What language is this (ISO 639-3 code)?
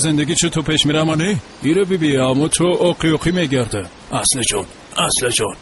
fas